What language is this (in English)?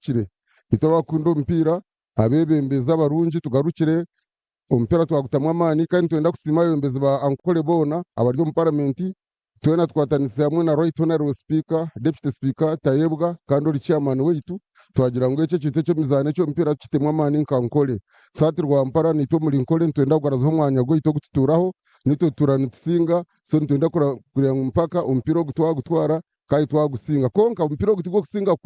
Nyankole